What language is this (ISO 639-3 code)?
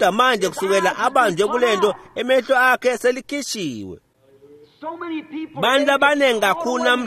ssw